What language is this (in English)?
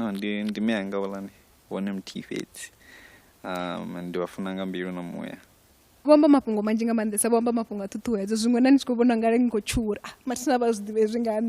Venda